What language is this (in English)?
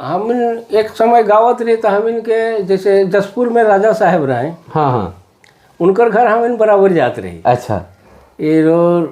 Sadri